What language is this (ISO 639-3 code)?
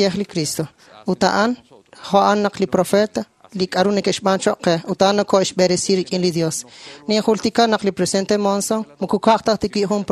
kek